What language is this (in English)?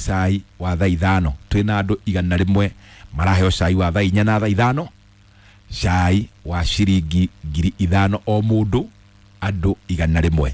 Kikuyu